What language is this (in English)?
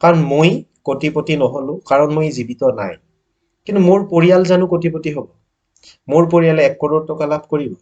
Assamese